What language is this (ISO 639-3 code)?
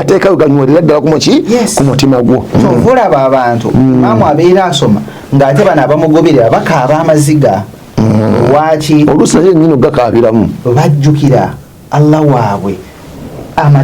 lug